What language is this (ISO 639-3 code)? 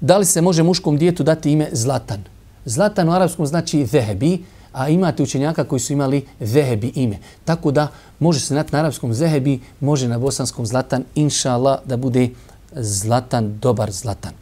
bos